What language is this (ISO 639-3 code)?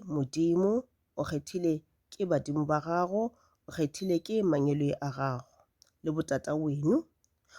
nso